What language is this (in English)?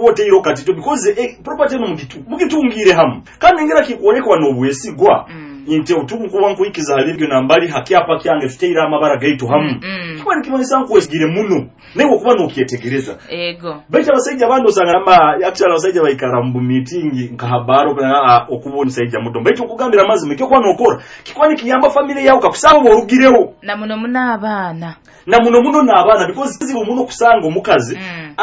Nyoro